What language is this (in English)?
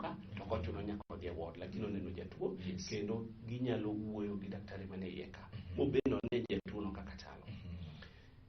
Luo (Kenya and Tanzania)